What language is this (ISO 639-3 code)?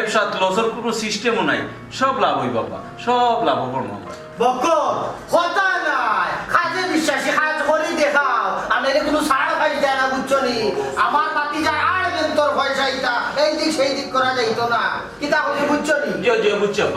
syl